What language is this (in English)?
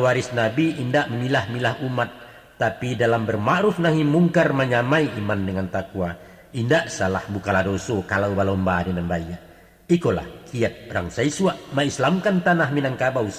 Minangkabau